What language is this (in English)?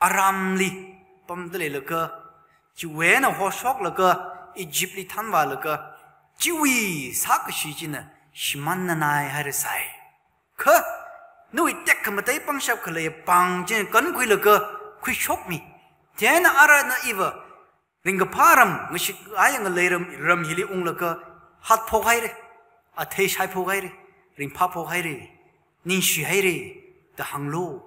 Tangkhul Naga (India)